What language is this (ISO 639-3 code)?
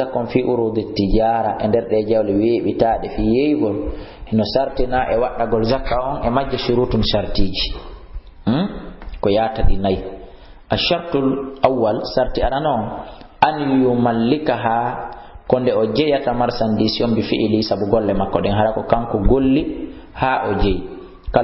ful